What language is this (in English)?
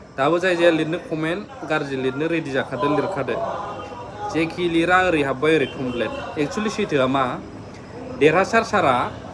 Bodo